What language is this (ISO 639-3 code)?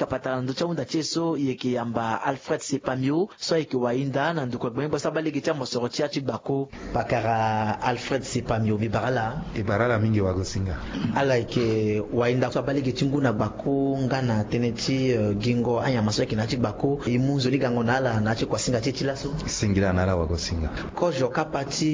sag